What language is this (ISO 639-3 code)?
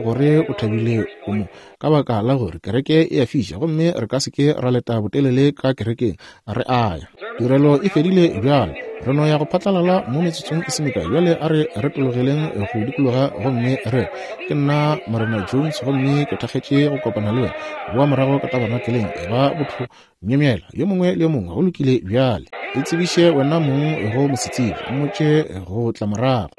nso